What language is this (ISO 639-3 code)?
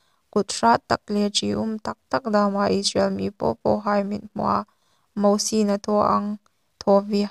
hmr